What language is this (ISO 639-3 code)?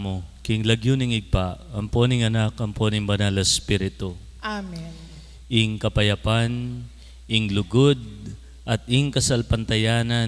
pam